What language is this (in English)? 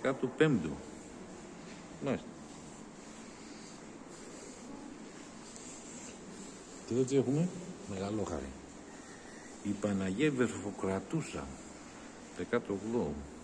Greek